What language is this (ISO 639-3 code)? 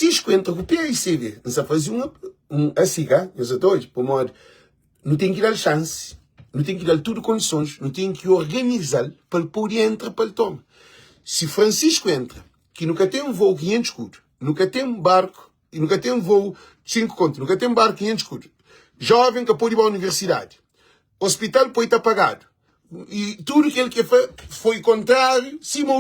kea